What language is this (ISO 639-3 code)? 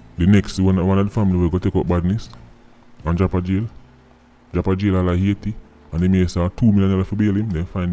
jam